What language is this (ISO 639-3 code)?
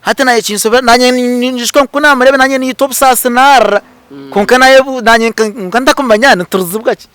nyn